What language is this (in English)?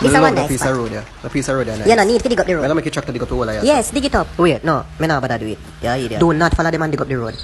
Jamaican Creole English